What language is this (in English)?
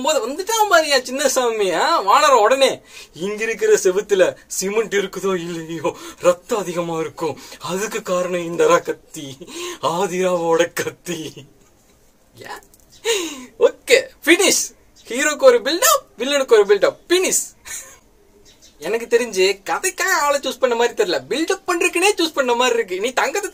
Tamil